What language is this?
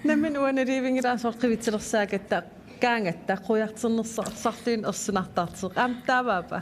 Kalaallisut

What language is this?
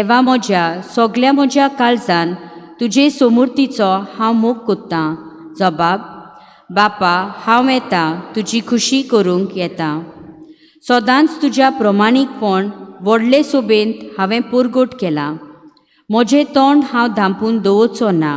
Konkani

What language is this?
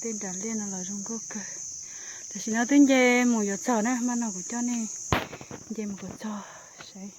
Hmong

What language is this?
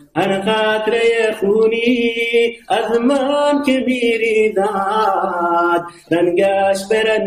Persian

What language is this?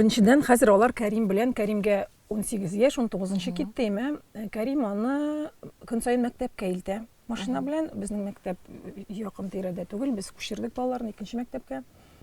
Tatar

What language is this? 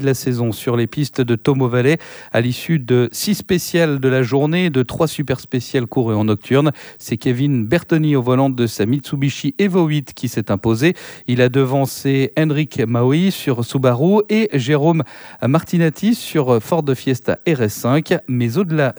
French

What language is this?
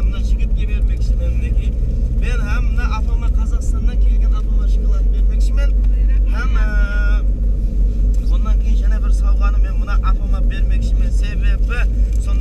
Kara-Kalpak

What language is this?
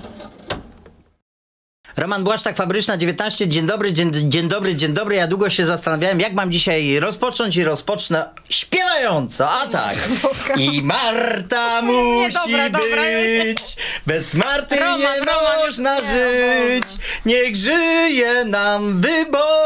Polish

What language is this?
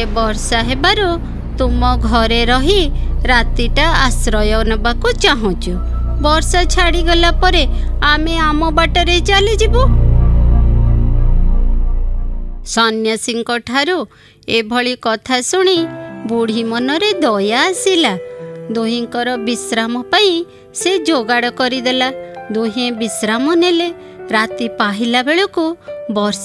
Odia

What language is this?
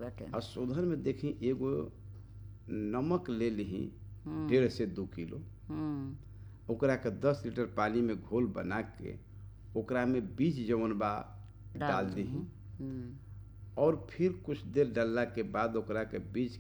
Bhojpuri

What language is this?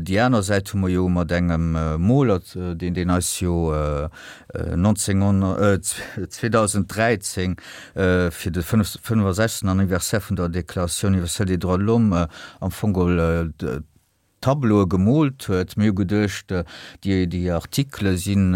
Luxembourgish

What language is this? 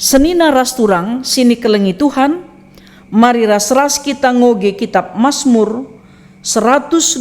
Batak Karo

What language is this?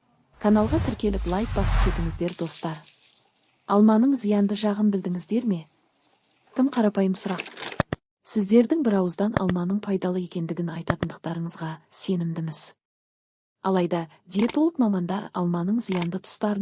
Kazakh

